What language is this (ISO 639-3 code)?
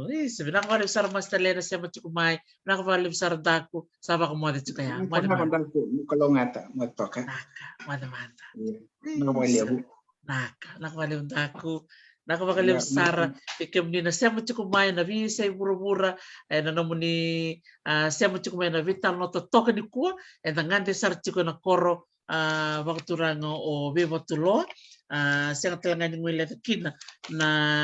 fij